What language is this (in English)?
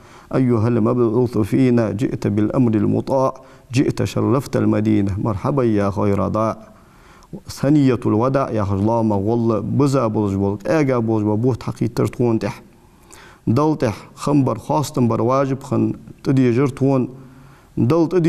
Ingush